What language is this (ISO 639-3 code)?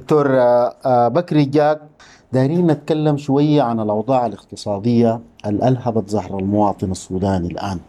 apd